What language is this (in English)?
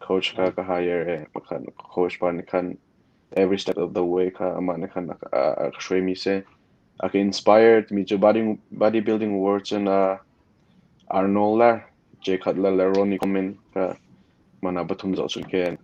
Hakha Chin